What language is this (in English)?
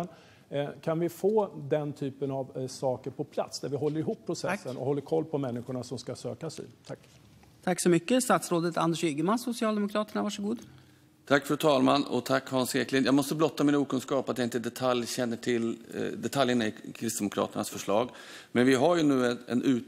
Swedish